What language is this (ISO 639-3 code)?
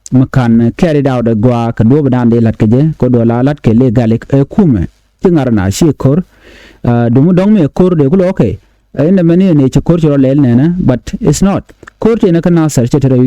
nus